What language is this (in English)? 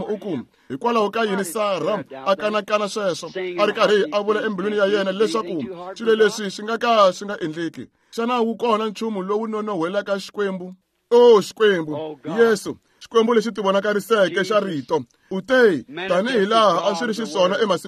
Tsonga